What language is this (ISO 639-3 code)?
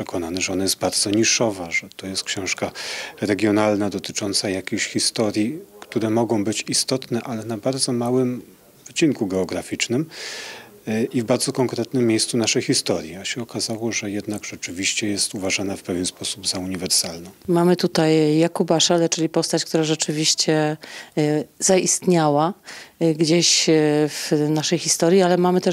pol